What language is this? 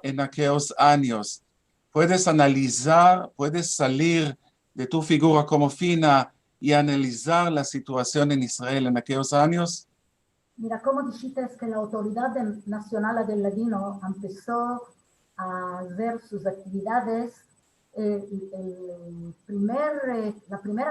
Ladino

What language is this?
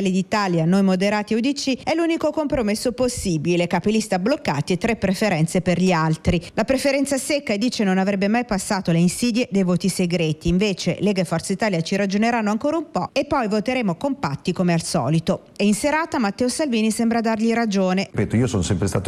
Italian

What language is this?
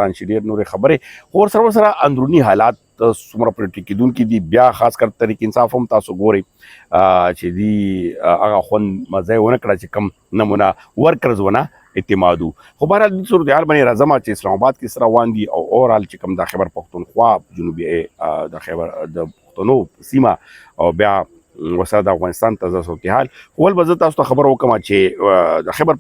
Pashto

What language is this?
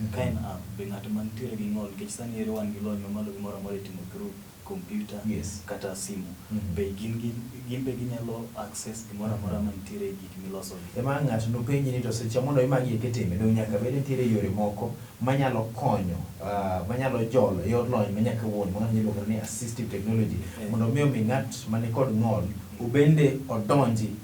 Luo (Kenya and Tanzania)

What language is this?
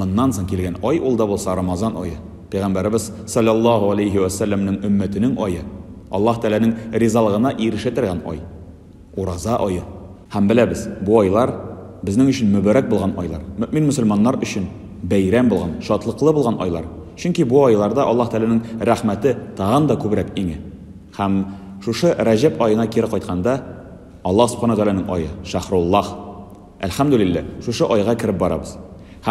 Tatar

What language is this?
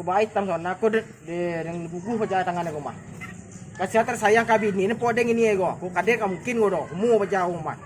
Minangkabau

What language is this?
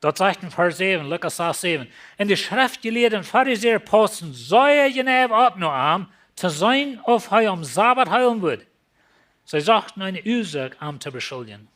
Plautdietsch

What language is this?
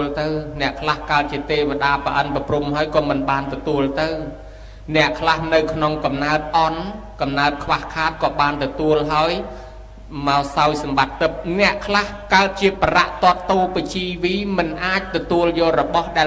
Khmer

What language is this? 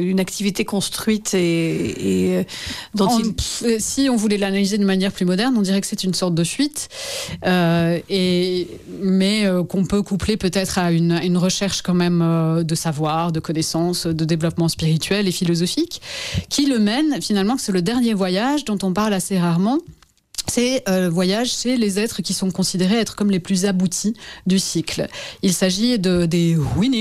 French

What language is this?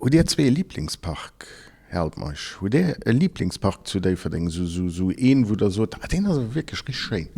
Luxembourgish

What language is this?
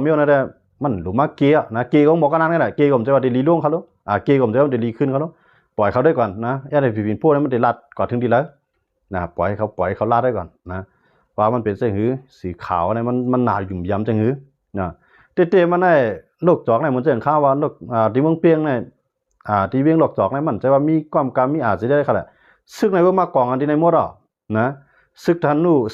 Shan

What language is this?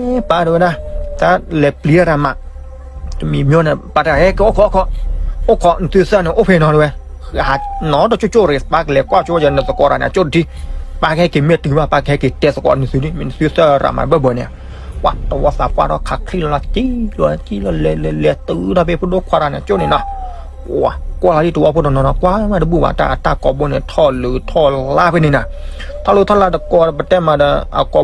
S'gaw Karen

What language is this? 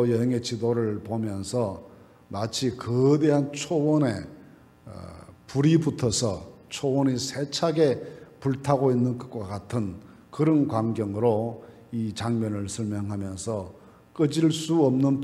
Korean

